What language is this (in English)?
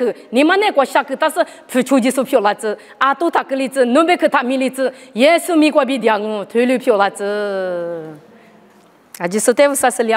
Lisu